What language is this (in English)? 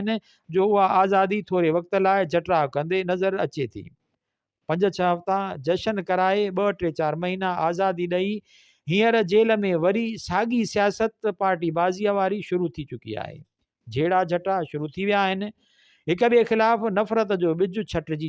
Sindhi